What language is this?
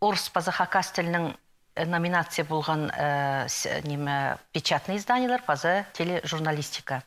Khakas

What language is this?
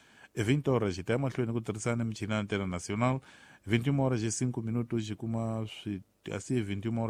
Tsonga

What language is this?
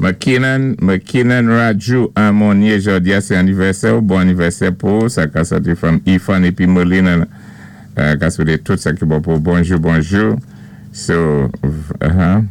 Saint Lucian Creole French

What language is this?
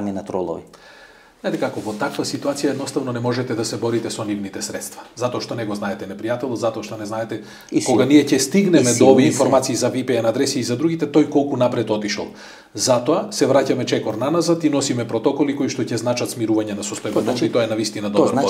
Macedonian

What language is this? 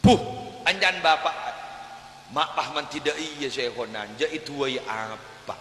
Madurese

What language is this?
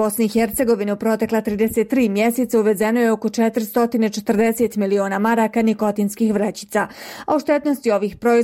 Bosnian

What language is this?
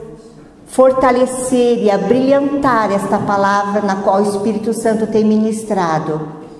Portuguese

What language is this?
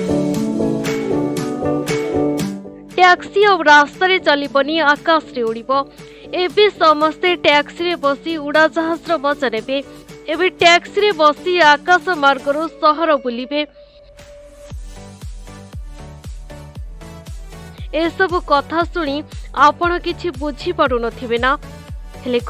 Odia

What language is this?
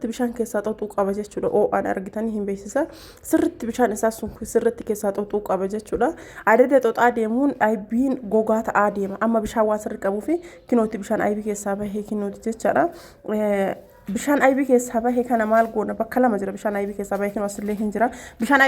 Oromo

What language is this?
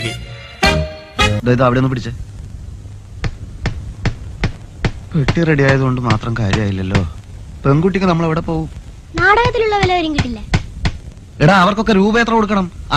Malayalam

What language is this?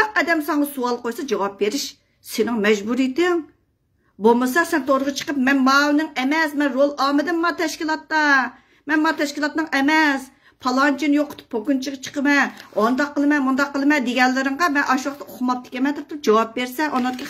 Uyghur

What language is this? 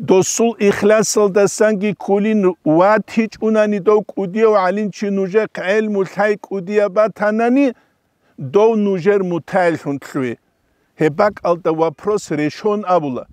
Avaric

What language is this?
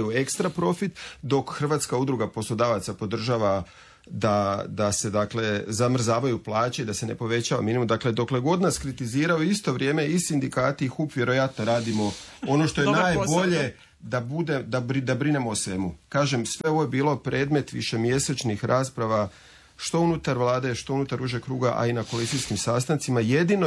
Croatian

